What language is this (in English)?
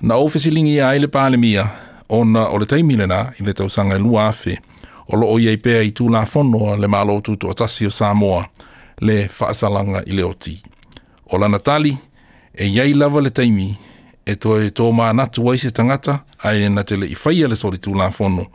Samoan